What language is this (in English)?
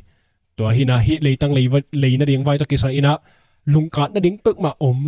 Tedim Chin